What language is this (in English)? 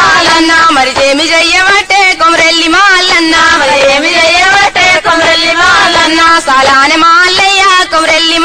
Telugu